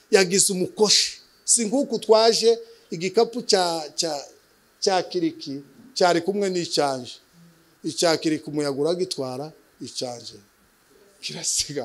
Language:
Kinyarwanda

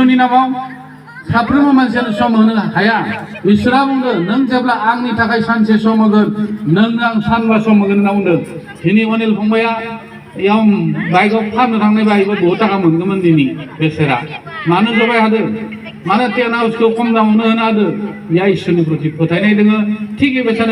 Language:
Bodo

